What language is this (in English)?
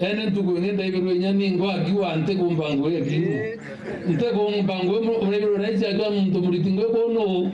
Meru